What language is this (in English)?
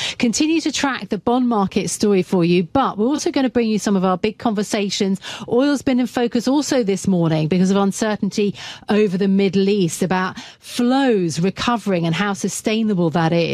English